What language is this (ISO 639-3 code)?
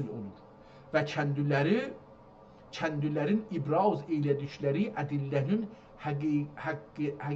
azb